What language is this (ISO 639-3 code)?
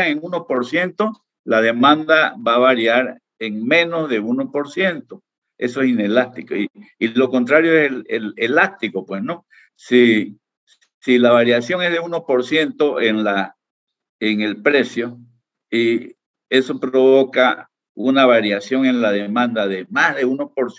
spa